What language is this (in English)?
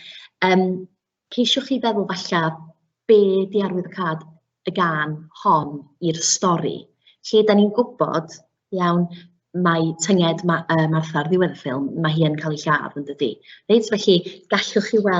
Welsh